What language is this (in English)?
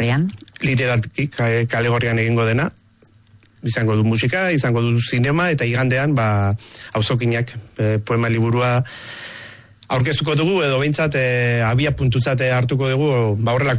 Basque